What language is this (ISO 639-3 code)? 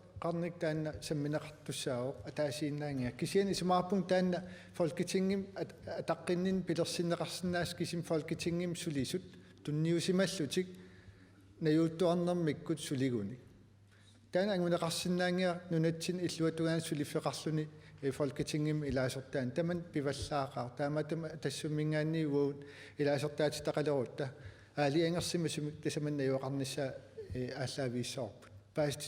kal